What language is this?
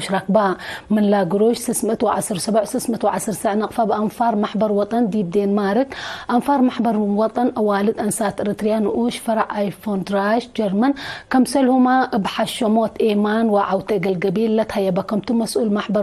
Tigre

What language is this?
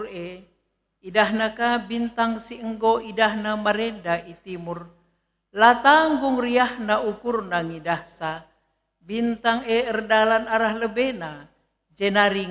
Batak Karo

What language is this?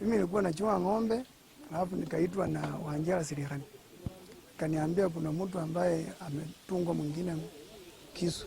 Luyia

